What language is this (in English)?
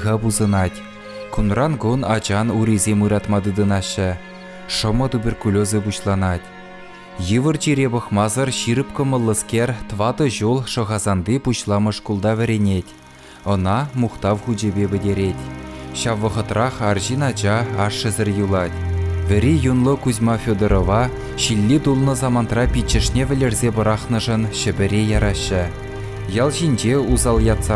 Chuvash